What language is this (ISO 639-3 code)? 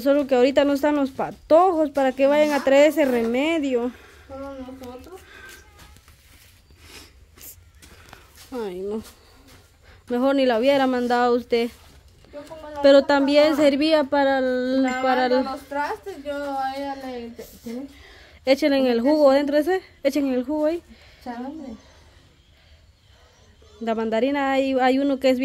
spa